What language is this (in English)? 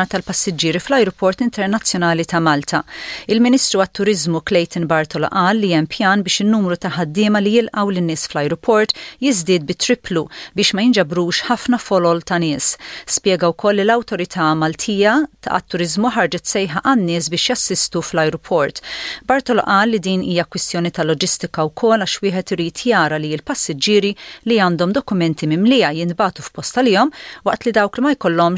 Maltese